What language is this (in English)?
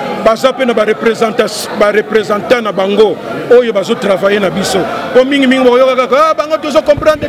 Lingala